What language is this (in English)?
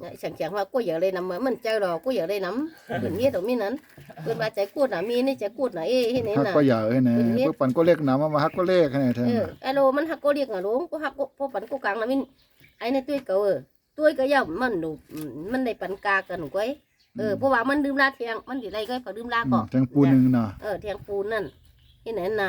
Shan